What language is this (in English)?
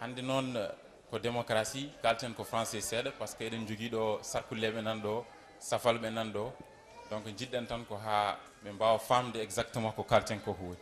Fula